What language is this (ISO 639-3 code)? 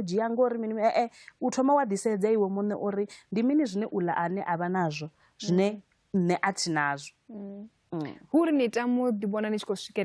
ven